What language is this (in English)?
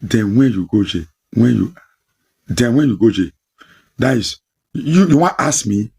Nigerian Pidgin